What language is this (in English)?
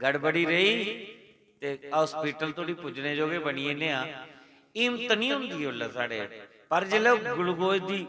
Dogri